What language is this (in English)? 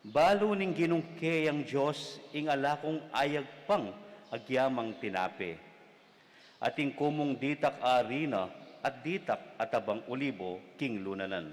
Pampanga